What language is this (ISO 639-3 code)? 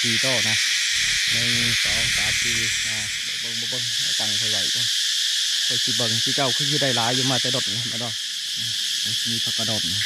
lao